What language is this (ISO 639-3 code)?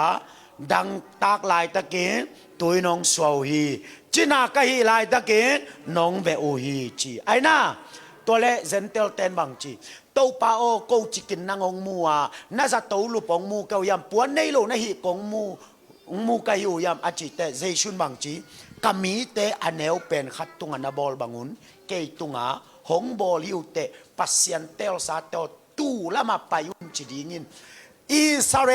ctd